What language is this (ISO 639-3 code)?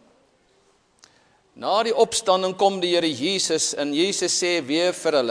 afr